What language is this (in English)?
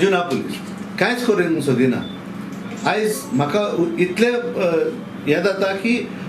Konkani